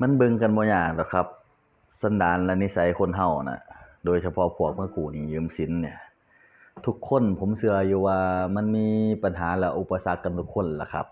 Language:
Northeastern Thai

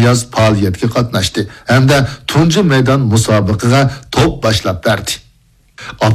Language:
Uyghur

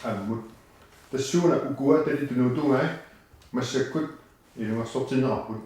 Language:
Kalaallisut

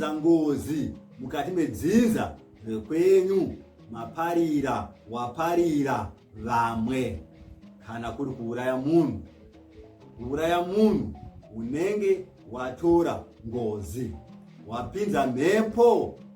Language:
Shona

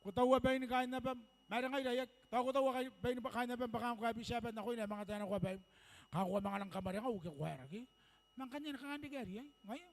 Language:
Gilbertese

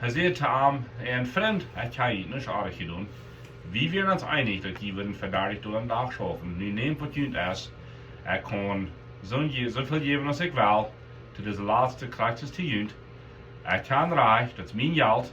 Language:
Plautdietsch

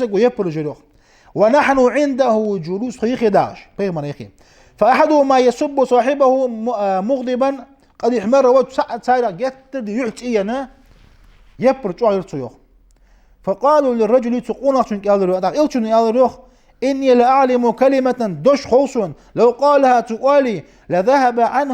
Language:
Ingush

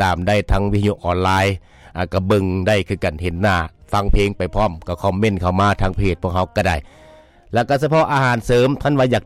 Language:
Lao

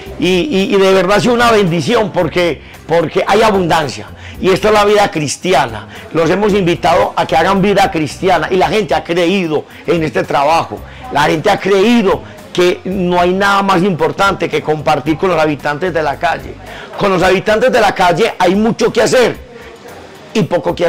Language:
Spanish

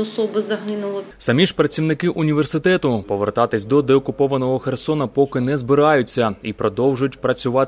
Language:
Ukrainian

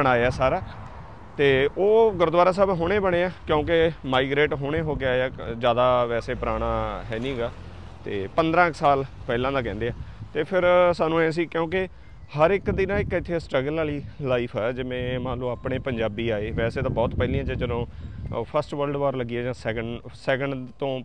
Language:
Punjabi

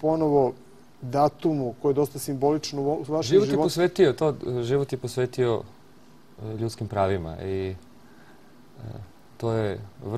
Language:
Serbian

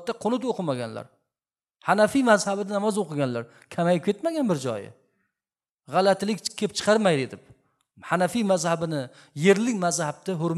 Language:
Uzbek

